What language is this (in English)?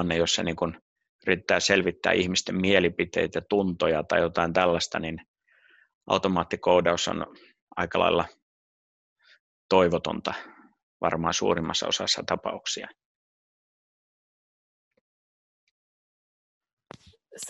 Finnish